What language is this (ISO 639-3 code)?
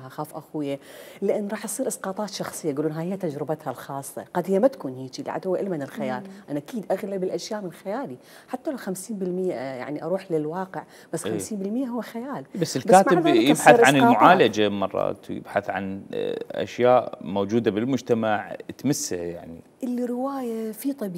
acm